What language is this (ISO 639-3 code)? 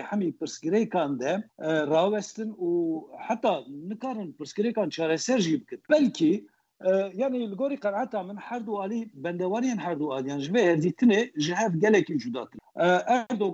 kur